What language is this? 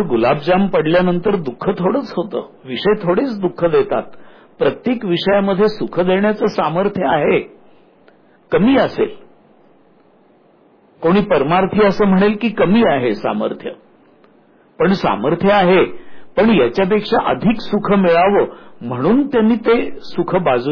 Marathi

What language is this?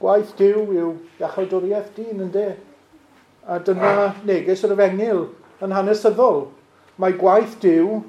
Welsh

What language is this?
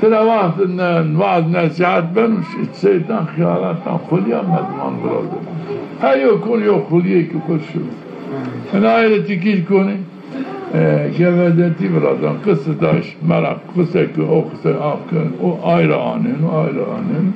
Zaza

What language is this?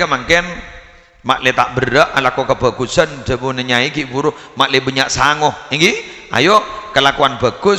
Madurese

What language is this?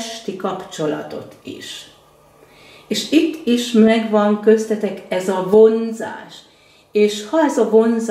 Hungarian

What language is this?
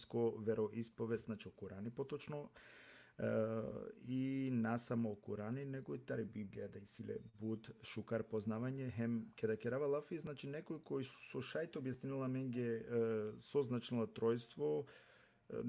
Balkan Romani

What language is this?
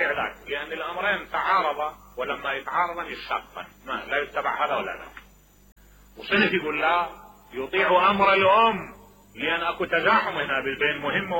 Mesopotamian Arabic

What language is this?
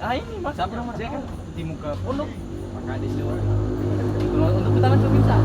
Ambonese Malay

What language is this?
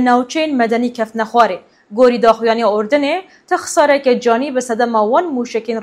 Kurdish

